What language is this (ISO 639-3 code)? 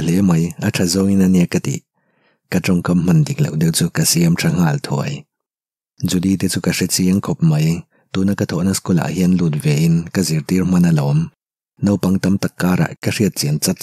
lus